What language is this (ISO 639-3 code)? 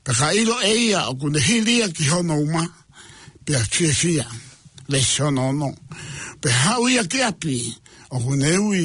ton